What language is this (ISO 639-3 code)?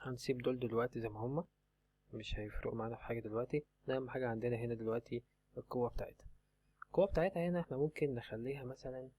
arz